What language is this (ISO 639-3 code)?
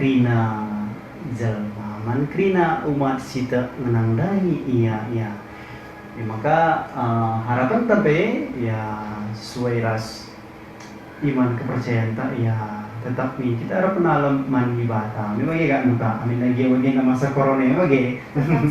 btx